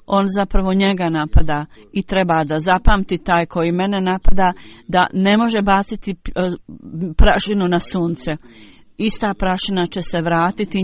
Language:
Bosnian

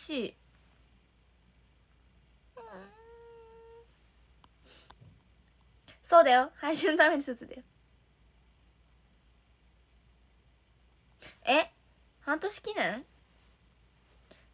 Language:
Japanese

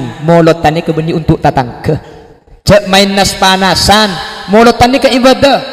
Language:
Madurese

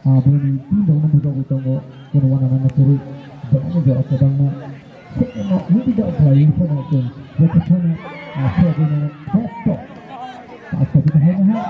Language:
Kok Borok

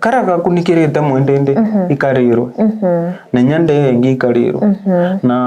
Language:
Meru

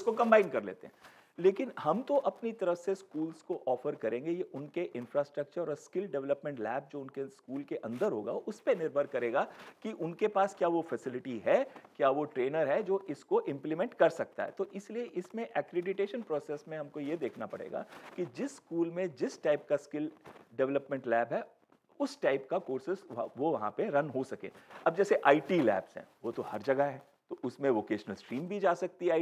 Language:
Hindi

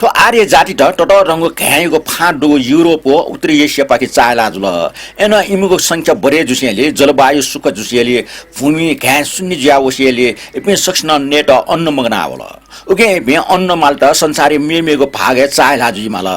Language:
Newari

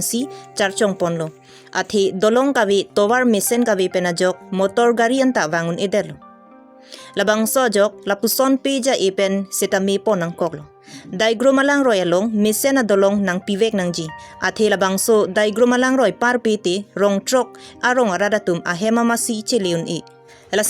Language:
Karbi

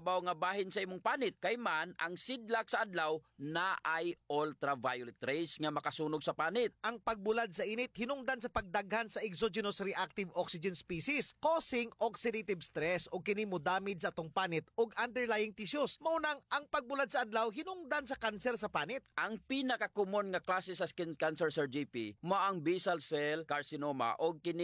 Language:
Cebuano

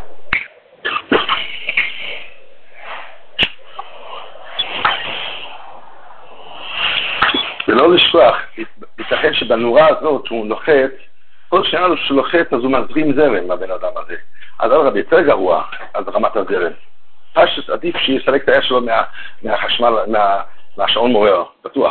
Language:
Hebrew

